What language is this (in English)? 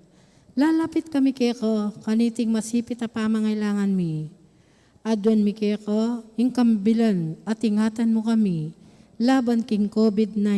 Pampanga